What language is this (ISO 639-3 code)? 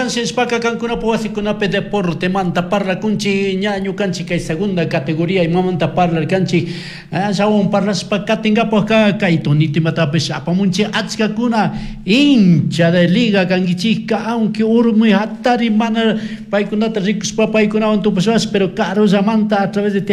qug